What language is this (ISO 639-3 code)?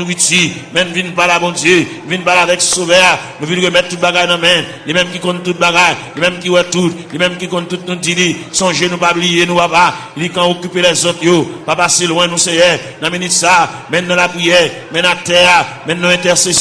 hat